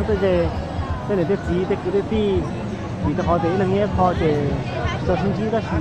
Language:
Hmong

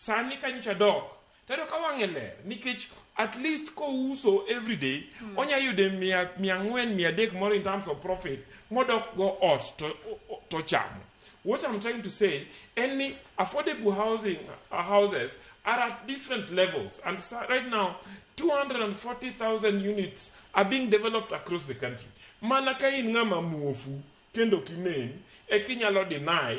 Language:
Luo (Kenya and Tanzania)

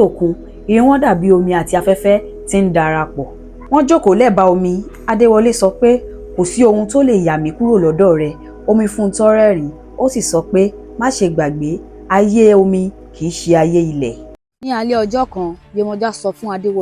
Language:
Yoruba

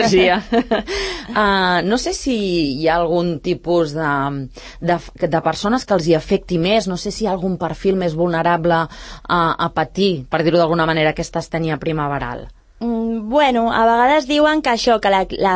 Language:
Catalan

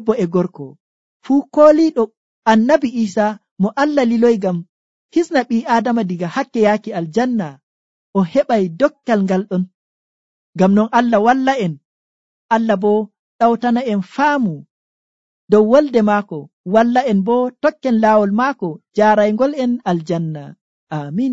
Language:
Nigerian Fulfulde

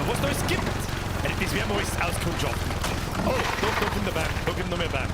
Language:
Bavarian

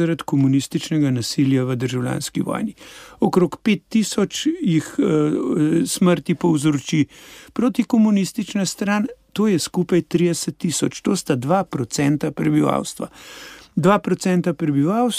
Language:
Slovenian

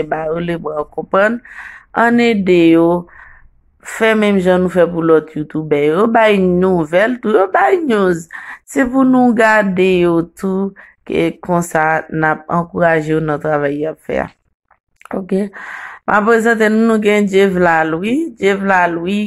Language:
Haitian Creole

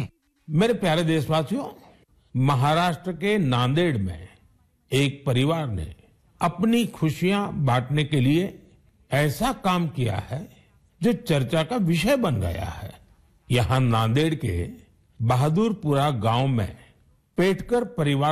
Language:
Hindi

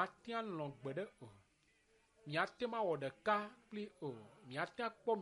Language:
Ewe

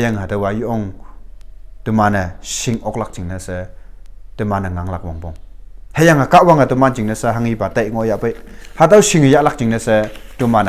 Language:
Konyak Naga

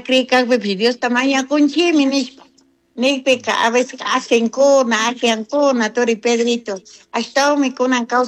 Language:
Chimborazo Highland Quichua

